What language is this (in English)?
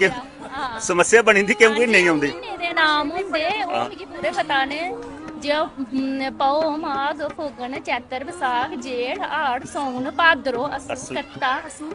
Dogri